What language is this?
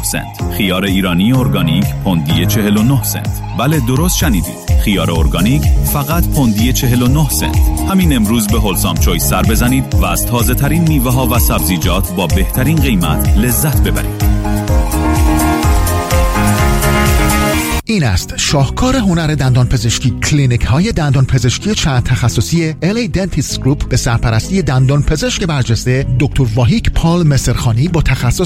Persian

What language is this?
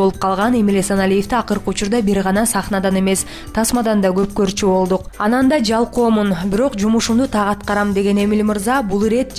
Kyrgyz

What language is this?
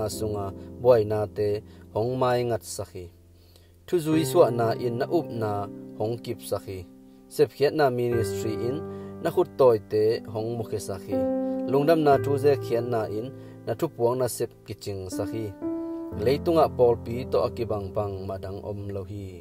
Tedim Chin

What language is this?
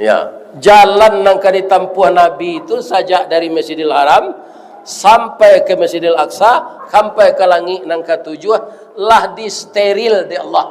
Minangkabau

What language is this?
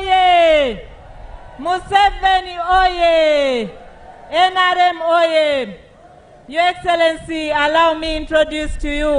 Nyankole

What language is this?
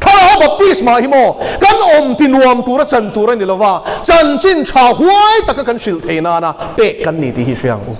Mizo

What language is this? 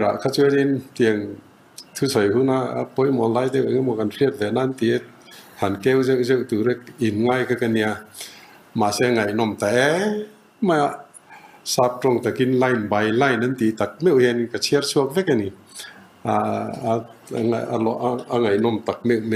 Mizo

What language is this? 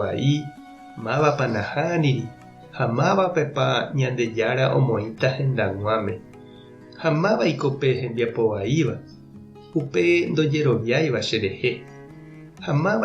Guarani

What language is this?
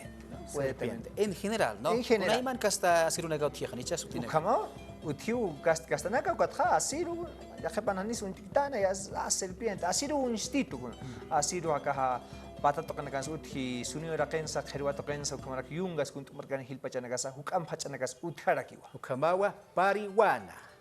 Aymara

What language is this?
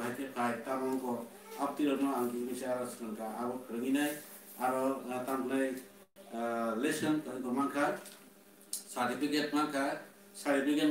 Kok Borok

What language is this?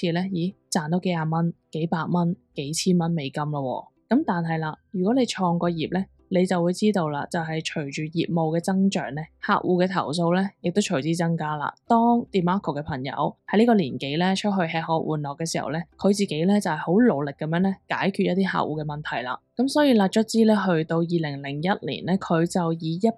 Cantonese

